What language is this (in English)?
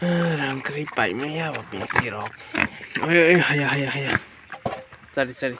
Kok Borok